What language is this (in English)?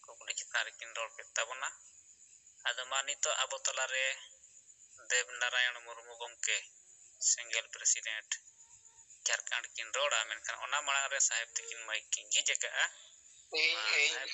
Santali